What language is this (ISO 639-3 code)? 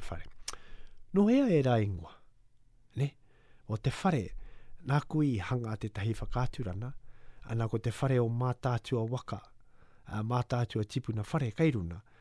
mri